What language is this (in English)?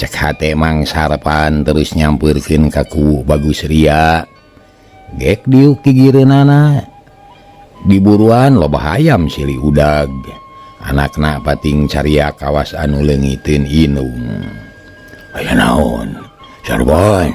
Sundanese